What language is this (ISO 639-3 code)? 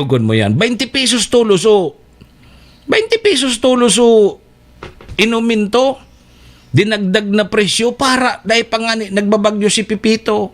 bik